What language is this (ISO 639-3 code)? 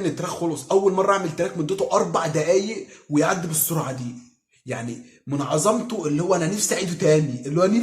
arz